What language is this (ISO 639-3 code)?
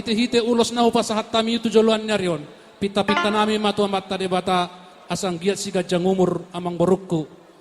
bbc